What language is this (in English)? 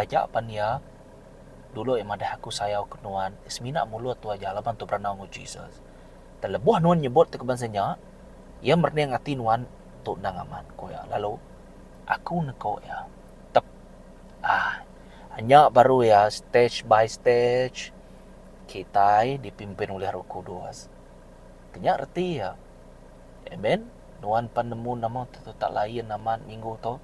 Iban